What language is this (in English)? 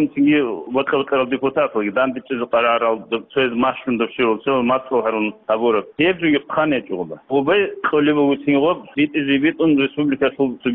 Avaric